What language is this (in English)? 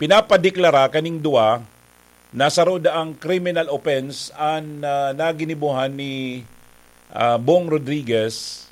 Bikol